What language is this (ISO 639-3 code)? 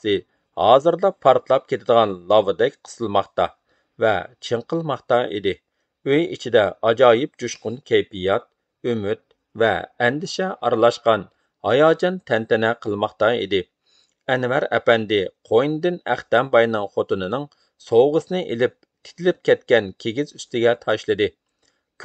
uig